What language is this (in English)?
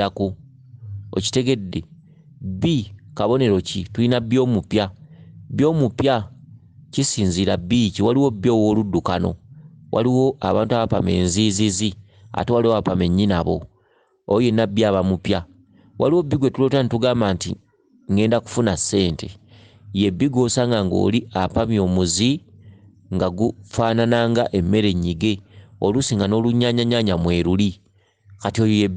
Ganda